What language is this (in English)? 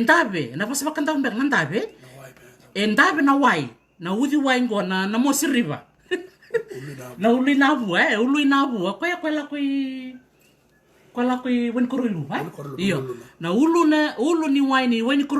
Fijian